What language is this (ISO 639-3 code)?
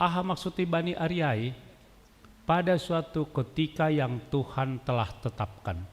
bts